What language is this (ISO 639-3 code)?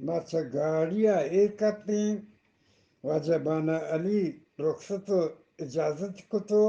bgp